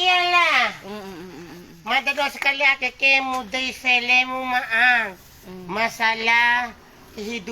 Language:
Bima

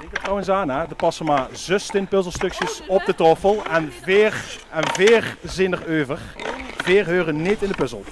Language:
Limburgish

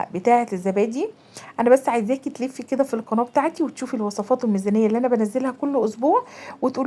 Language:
Egyptian Arabic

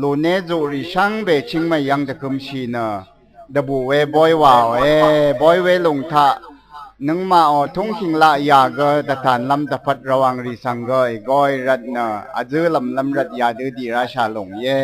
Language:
Rawang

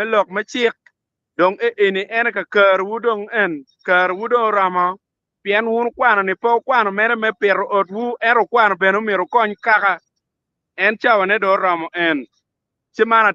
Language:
Acoli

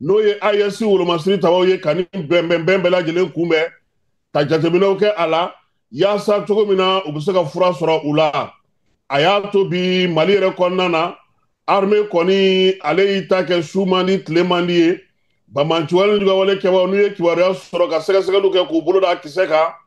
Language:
Bambara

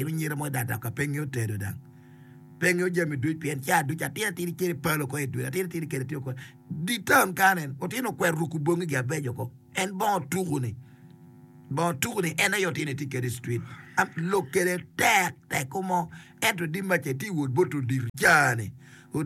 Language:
Acoli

